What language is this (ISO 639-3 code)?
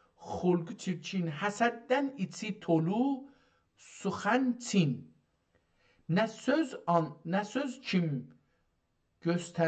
azb